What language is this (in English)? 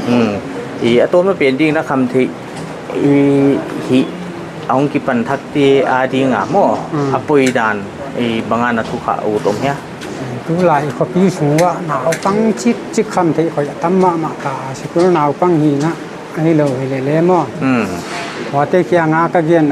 Paite Chin